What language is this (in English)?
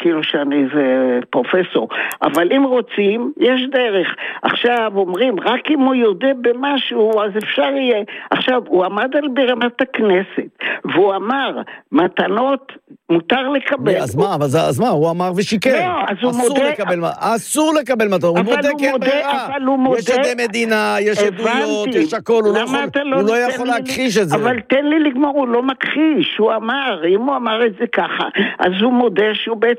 Hebrew